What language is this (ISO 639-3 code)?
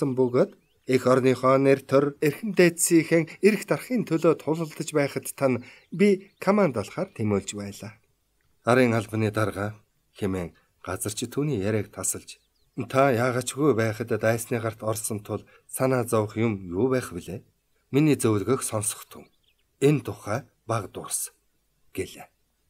mon